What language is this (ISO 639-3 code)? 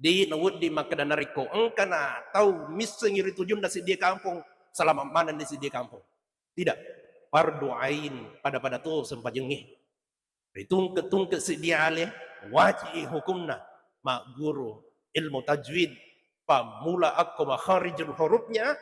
bug